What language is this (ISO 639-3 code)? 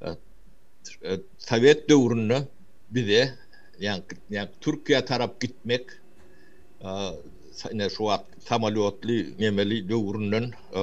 tuk